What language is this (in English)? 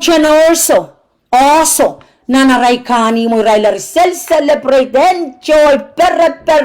Pohnpeian